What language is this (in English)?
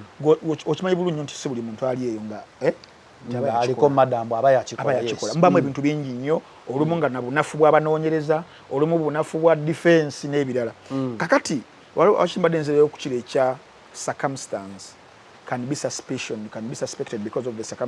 Ganda